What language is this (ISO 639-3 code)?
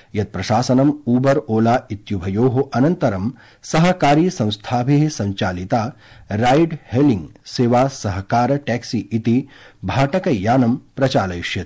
san